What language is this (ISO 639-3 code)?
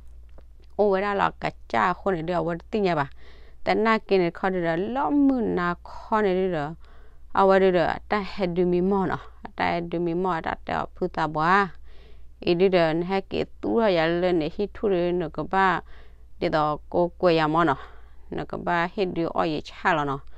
ksw